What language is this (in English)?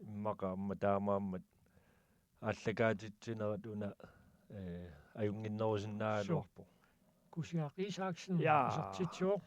Kalaallisut